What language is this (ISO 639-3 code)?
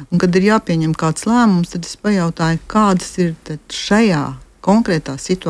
lav